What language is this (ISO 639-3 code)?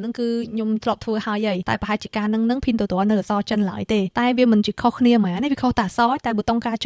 khm